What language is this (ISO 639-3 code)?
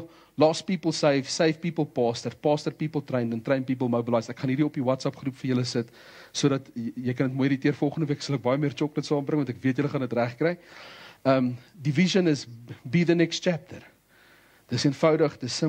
afr